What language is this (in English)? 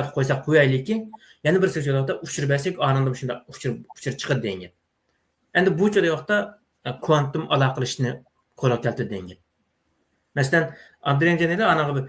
Uyghur